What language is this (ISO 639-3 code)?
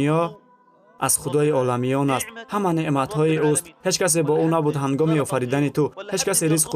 tgk